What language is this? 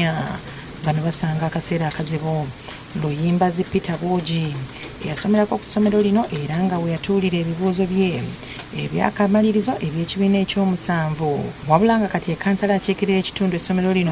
Ganda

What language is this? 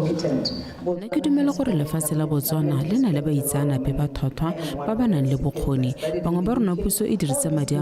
Tswana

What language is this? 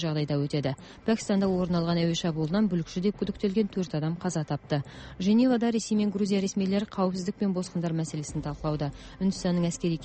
Kazakh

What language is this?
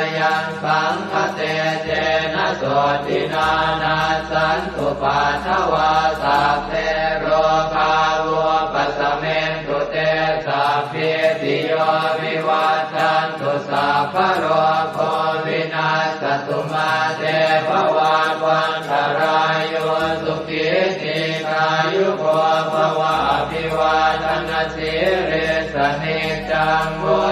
Pali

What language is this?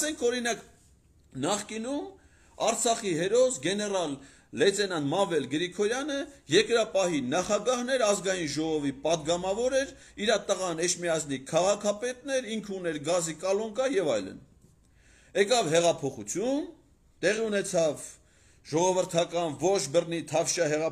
Armenian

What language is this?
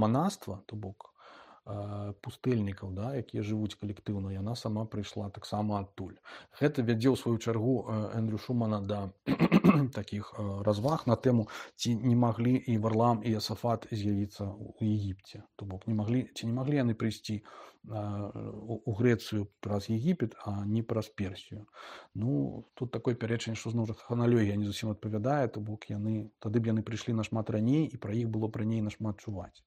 Belarusian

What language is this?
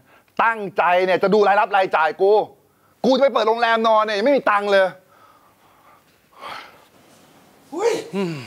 Thai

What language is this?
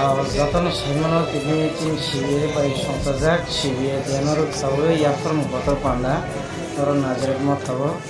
Kok Borok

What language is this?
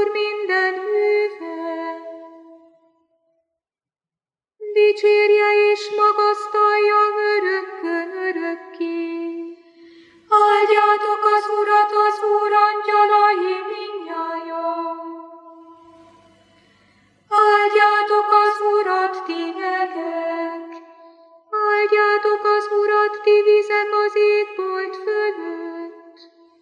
Hungarian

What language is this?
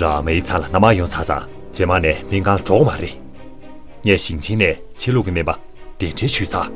Tibetan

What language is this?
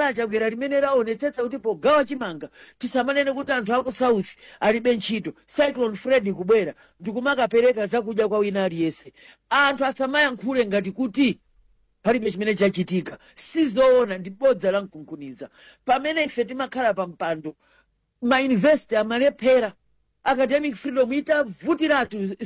Nyanja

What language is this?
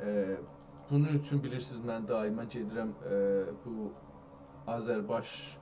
South Azerbaijani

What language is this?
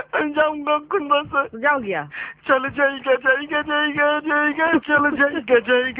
Bangla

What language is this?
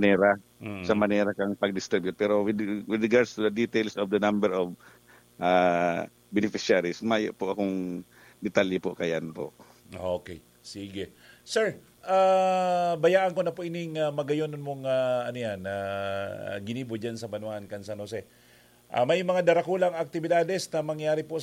Bikol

